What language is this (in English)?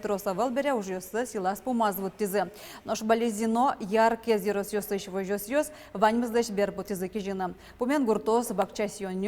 Udmurt